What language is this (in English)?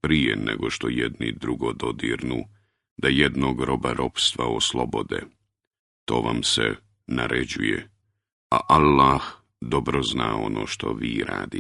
Bosnian